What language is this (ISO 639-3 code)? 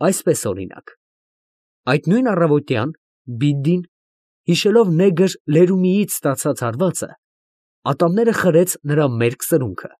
hye